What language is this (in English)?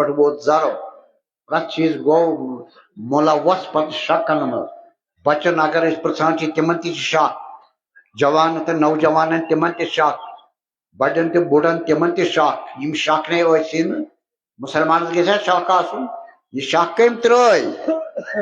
Kashmiri